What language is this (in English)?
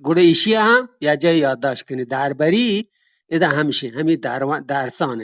Eastern Balochi